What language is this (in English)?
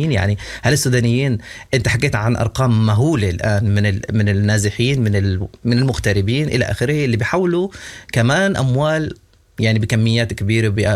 Sudanese Arabic